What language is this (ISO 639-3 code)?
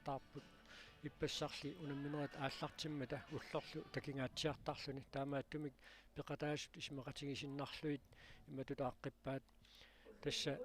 kal